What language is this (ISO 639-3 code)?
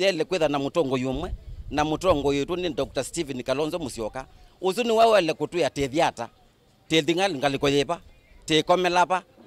kam